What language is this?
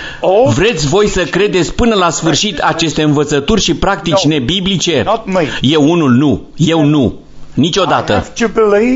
Romanian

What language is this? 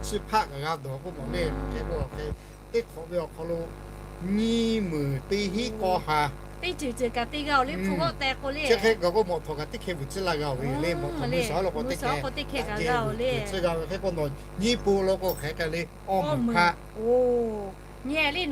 Lahu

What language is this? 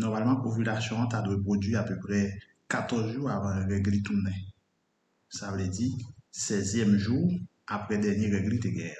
Haitian Creole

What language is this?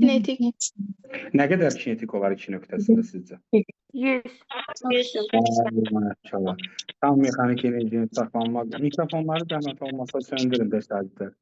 Azerbaijani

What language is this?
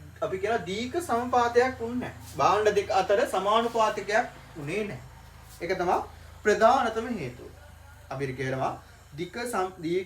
Sinhala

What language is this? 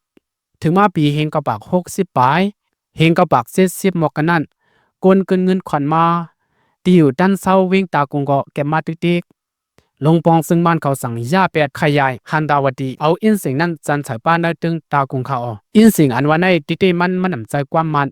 Shan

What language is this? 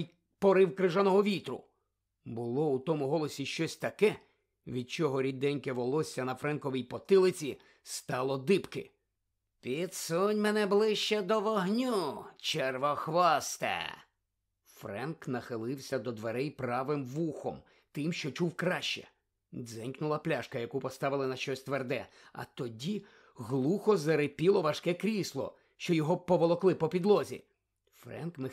Ukrainian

